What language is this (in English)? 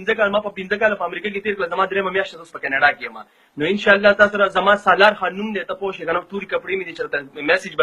Pashto